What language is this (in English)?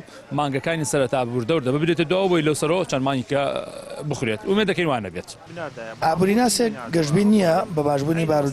Central Kurdish